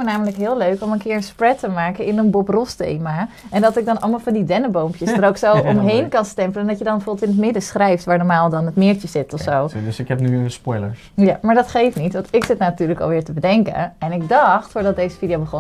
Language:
Dutch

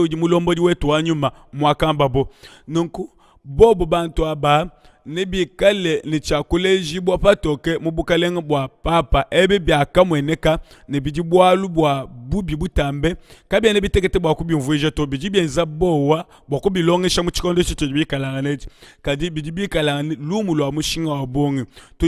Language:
Luba-Lulua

